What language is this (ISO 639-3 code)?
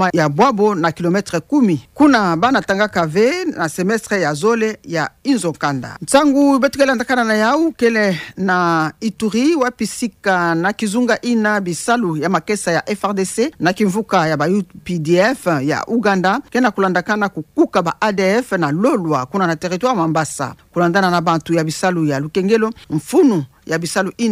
ktu